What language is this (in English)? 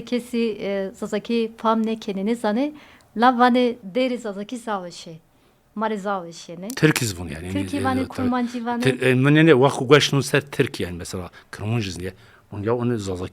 Zaza